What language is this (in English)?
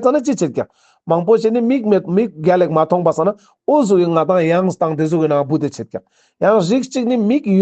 Ladakhi